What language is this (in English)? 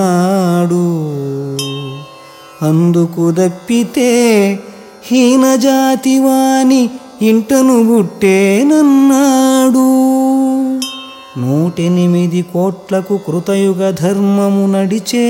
Telugu